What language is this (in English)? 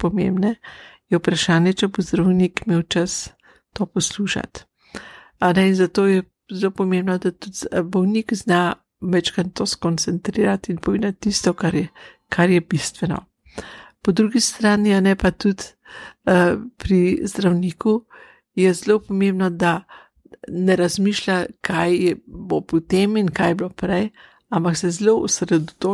Slovenian